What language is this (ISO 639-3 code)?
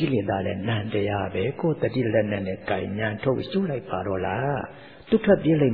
mya